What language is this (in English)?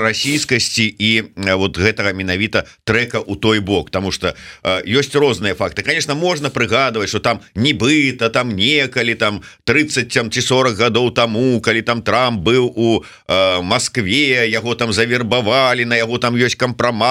Belarusian